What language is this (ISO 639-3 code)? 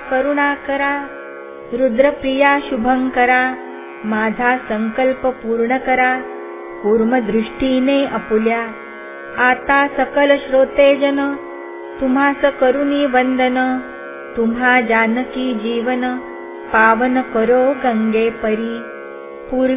mar